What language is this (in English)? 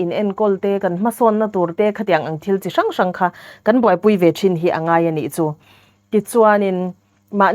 Mizo